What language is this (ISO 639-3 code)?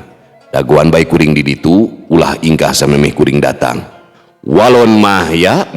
sun